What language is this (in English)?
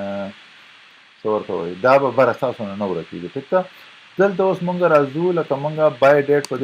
Pashto